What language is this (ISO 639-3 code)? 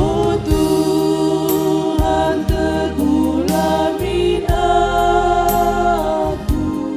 btx